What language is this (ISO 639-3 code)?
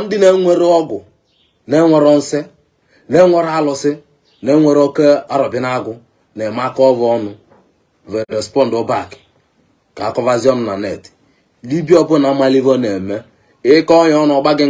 ibo